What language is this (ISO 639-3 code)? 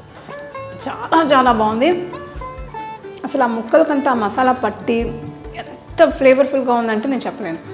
tel